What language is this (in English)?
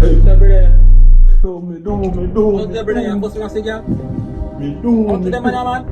Jamaican Creole English